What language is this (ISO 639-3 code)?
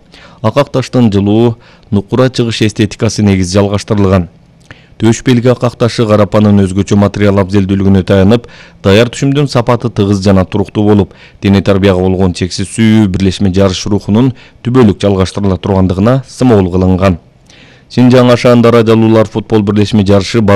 kir